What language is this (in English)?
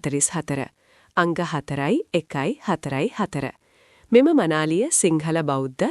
Sinhala